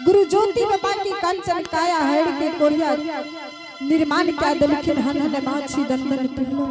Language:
Angika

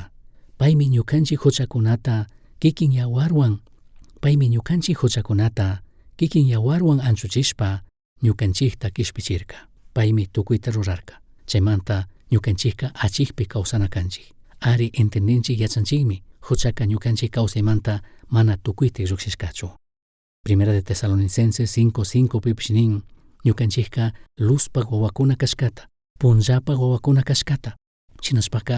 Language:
Chimborazo Highland Quichua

